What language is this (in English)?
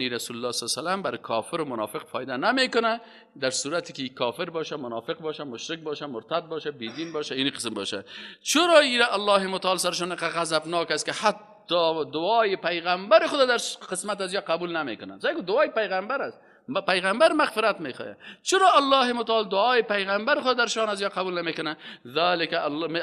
Persian